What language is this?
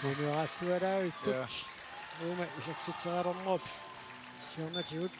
Kalaallisut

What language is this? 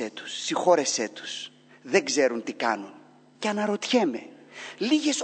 Greek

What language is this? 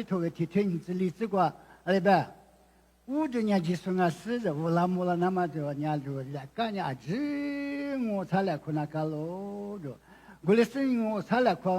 Lisu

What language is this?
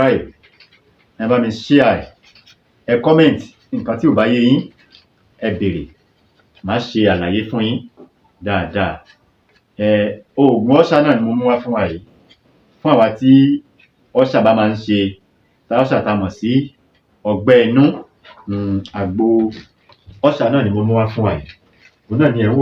Yoruba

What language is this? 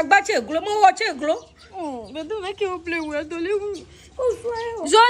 Ewe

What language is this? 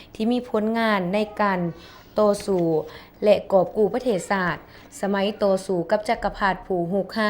Lao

